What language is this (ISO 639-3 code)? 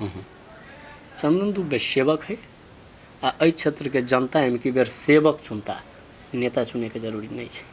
mai